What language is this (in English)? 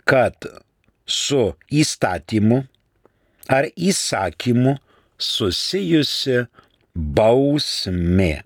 Lithuanian